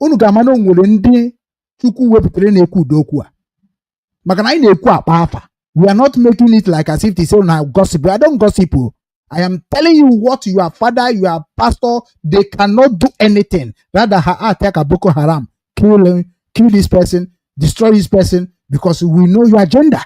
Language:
Igbo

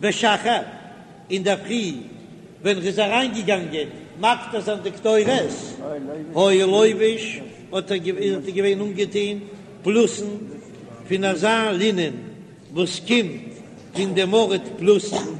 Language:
Yiddish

